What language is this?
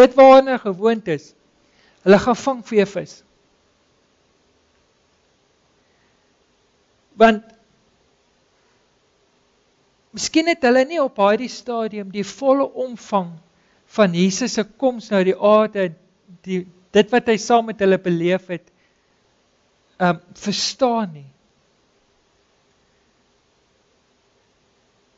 Afrikaans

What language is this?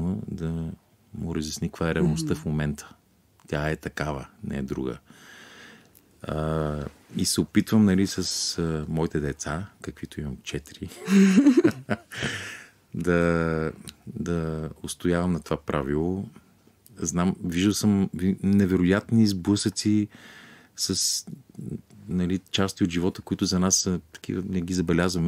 Bulgarian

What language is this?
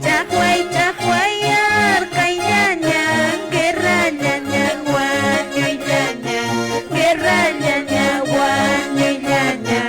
Quechua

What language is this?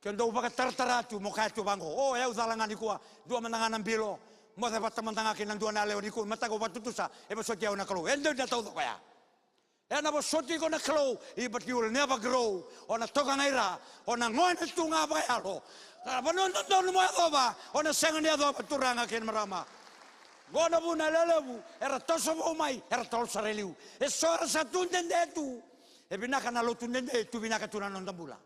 Fijian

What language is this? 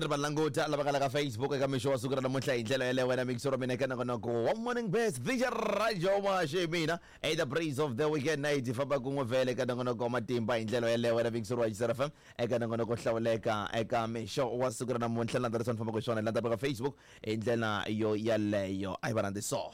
Tsonga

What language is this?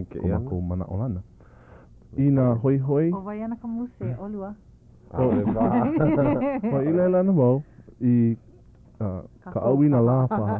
Hawaiian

